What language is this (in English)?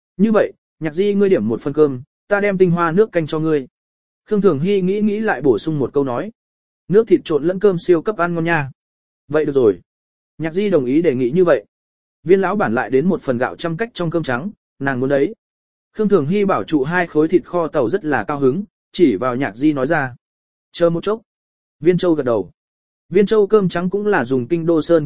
Vietnamese